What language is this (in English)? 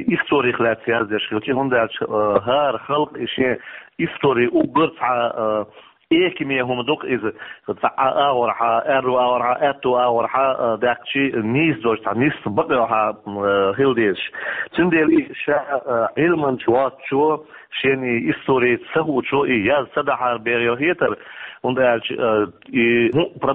Chechen